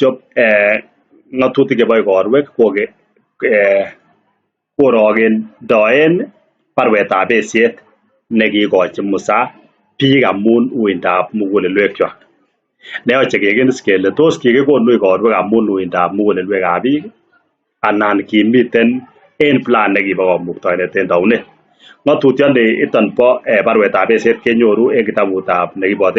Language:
Kalenjin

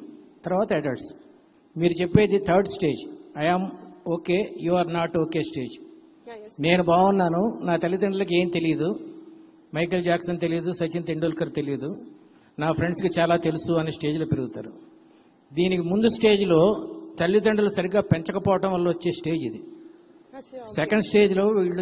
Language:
Telugu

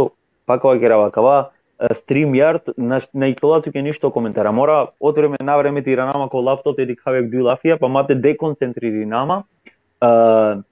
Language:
Balkan Romani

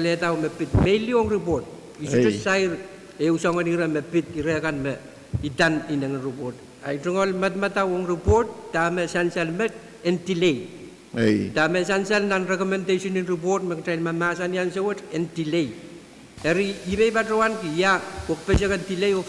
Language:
Pohnpeian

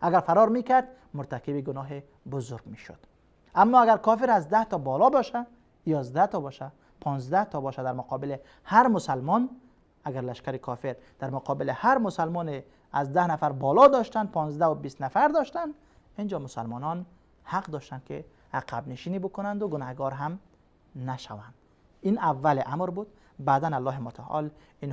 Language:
Persian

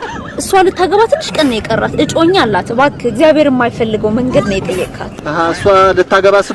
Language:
Amharic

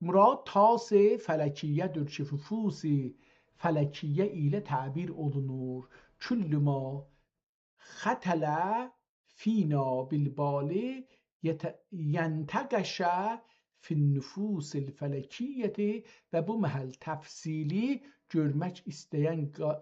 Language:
South Azerbaijani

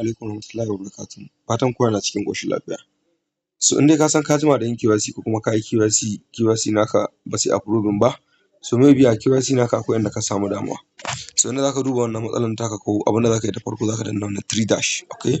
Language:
Hausa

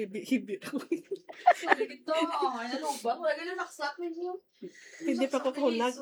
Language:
Hiligaynon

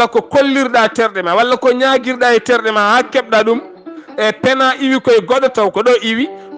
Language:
Fula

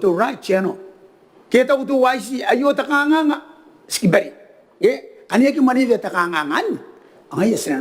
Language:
Gilbertese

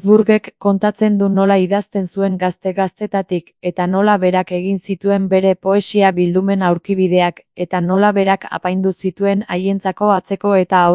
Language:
Basque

